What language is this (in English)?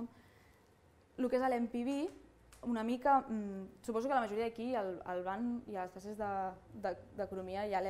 Catalan